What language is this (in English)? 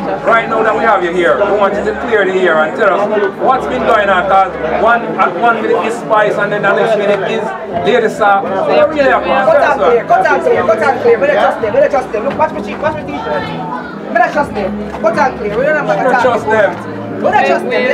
Jamaican Creole English